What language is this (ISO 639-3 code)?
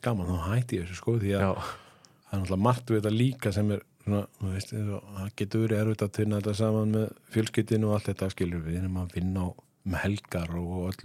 isl